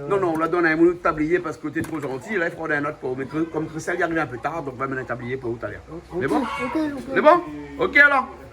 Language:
Réunion Creole French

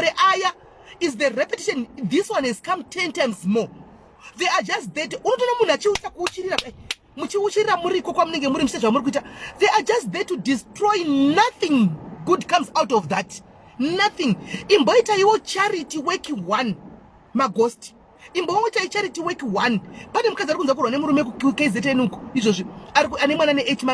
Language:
Shona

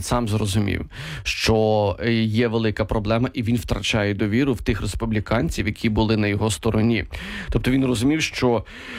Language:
Ukrainian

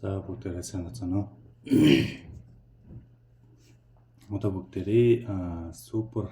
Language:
Mongolian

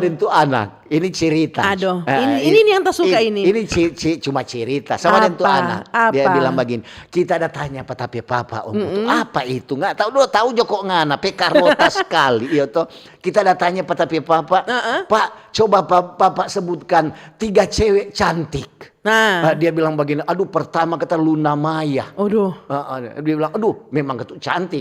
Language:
Manado Malay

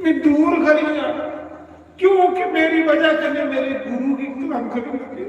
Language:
Dogri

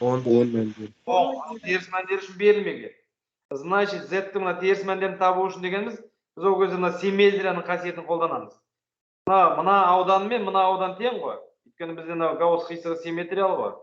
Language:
Kazakh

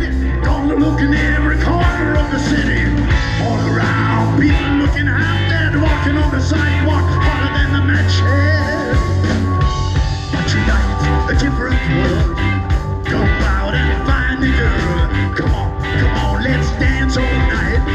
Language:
English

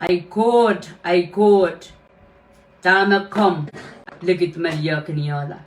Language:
Pohnpeian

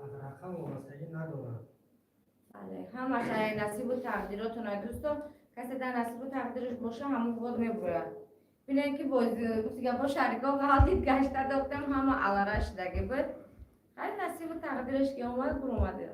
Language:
Tajik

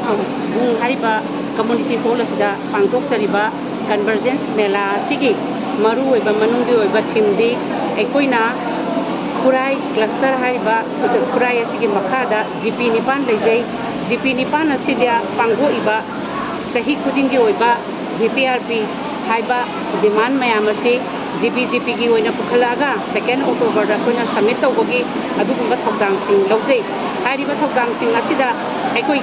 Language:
Manipuri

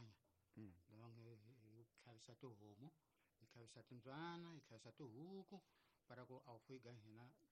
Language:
Tsonga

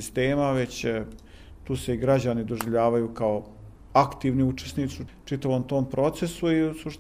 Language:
Bosnian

